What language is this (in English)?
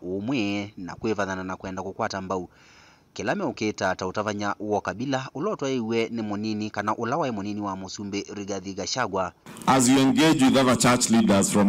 Kamba